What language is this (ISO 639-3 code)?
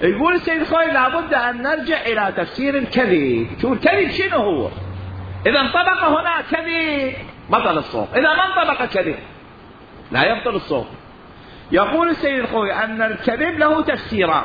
acm